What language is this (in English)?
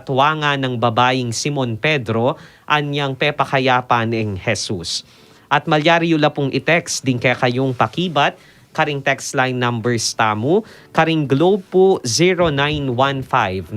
Pampanga